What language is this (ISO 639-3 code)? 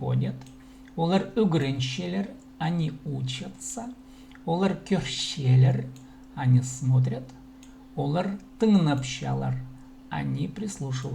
kjh